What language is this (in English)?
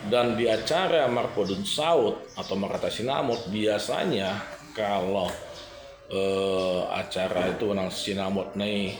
Batak Toba